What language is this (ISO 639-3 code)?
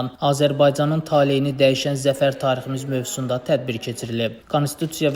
aze